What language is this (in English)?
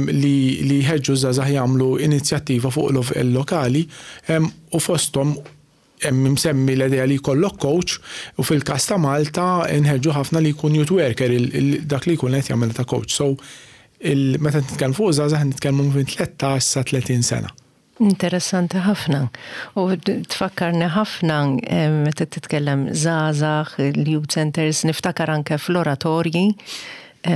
Maltese